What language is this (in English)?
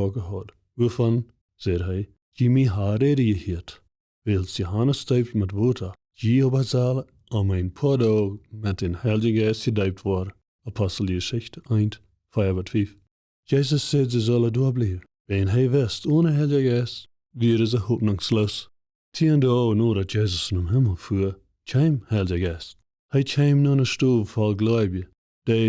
Plautdietsch